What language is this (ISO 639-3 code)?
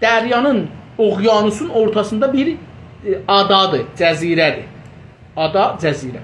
azb